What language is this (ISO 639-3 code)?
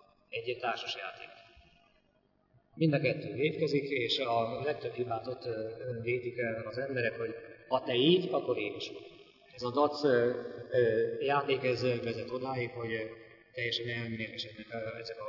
hun